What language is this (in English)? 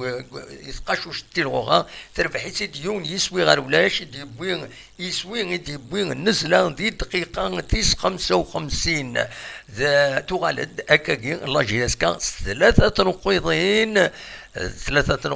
Kabyle